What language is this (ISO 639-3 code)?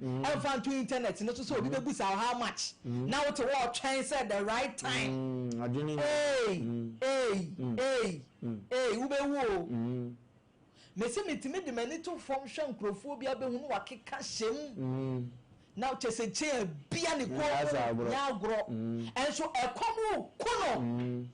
aka